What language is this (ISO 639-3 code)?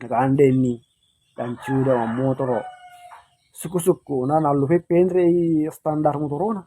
bug